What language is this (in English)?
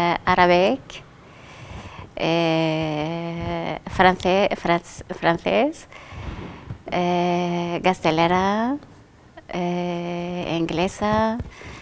Basque